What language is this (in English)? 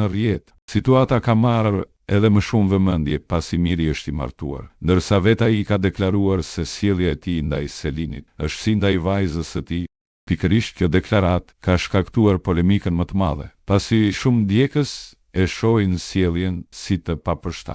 Albanian